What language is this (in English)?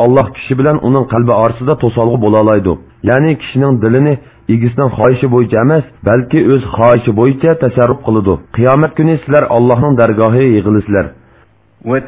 Uyghur